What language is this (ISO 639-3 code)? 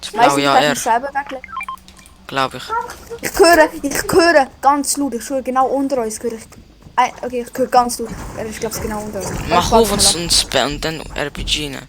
gsw